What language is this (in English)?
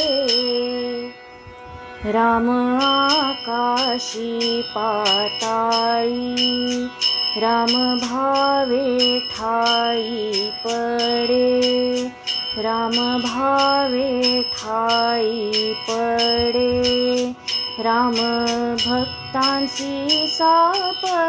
Marathi